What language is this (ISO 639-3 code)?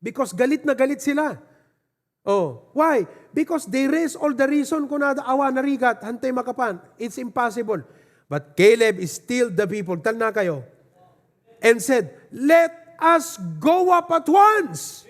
ilo